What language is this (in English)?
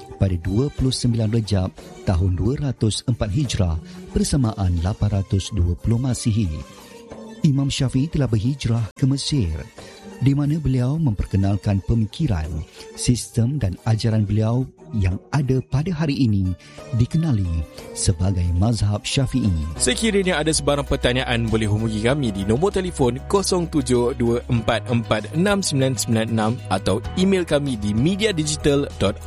Malay